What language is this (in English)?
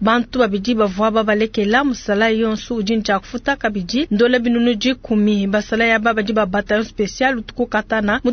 Luba-Lulua